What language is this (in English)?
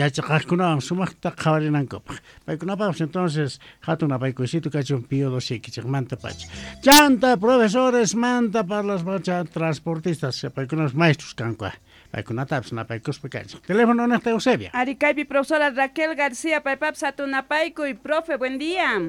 South Bolivian Quechua